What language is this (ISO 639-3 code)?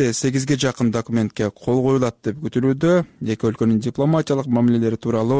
kir